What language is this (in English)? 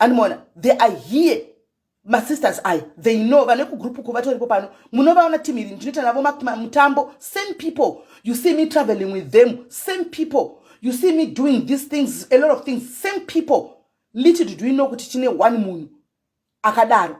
Shona